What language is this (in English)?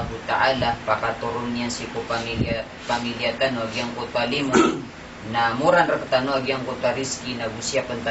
Maranao